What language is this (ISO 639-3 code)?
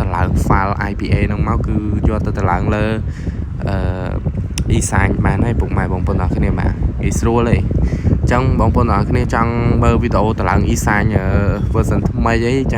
khm